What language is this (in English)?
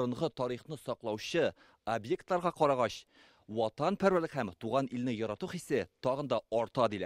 Tatar